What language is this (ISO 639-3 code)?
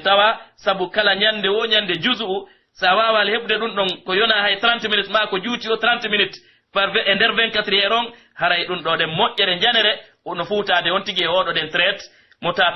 fuf